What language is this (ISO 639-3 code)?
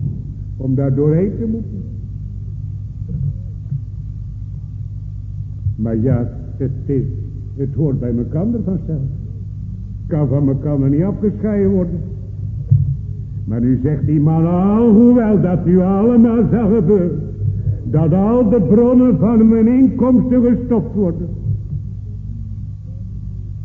nld